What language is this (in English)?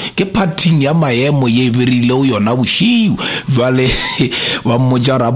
Northern Sotho